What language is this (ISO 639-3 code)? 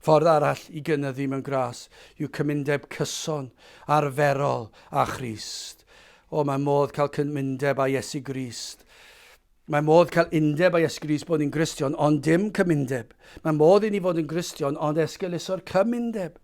cym